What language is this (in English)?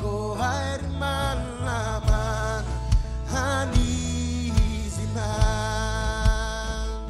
Marshallese